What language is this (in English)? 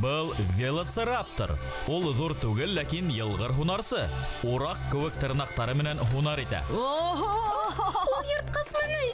Bashkir